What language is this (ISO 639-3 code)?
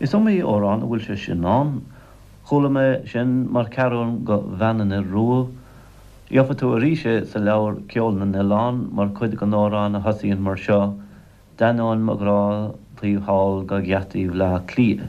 gle